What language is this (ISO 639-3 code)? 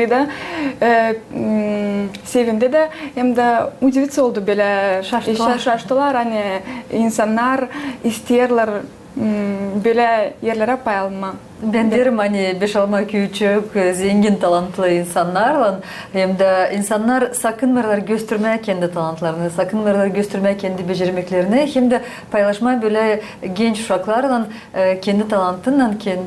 gag